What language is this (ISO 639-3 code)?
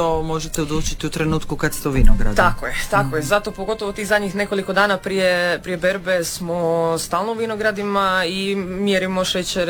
hrv